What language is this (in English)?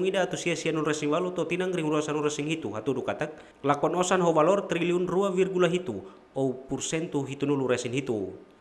Tetum